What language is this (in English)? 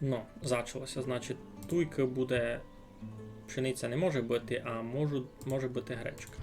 Rusyn